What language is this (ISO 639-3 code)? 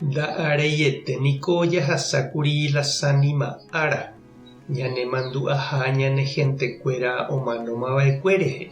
grn